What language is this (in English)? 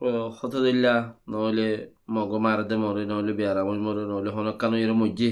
Rohingya